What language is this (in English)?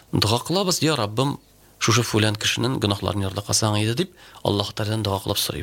Tatar